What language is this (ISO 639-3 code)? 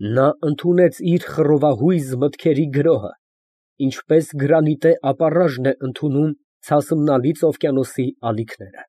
hye